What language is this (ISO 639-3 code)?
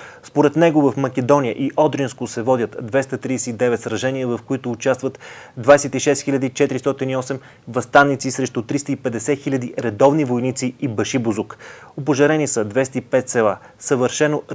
bul